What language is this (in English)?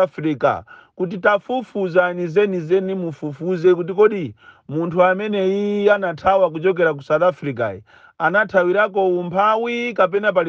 Nyanja